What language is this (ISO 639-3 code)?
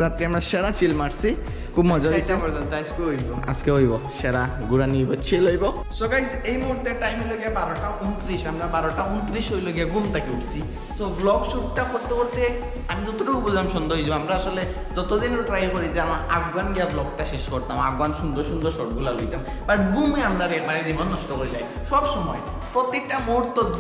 syl